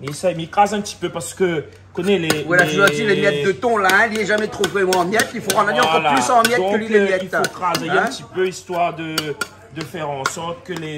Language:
Réunion Creole French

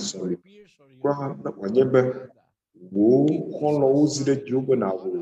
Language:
Ewe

